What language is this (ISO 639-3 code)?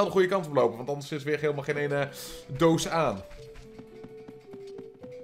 nld